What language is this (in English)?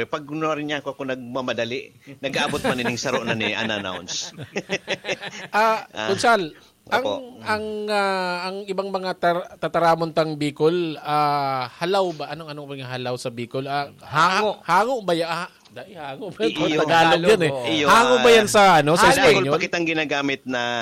Bikol